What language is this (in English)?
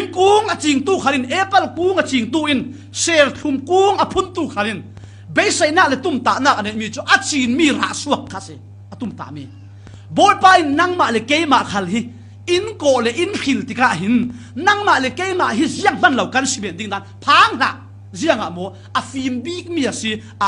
Falam Chin